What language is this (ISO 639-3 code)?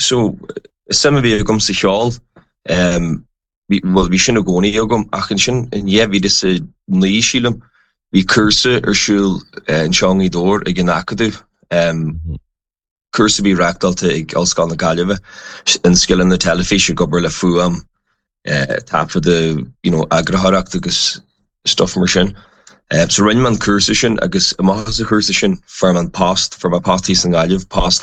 gle